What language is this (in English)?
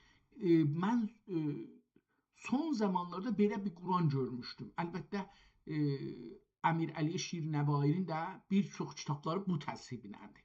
South Azerbaijani